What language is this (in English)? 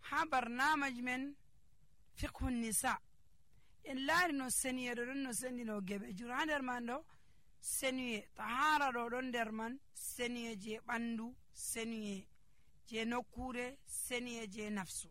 Nigerian Fulfulde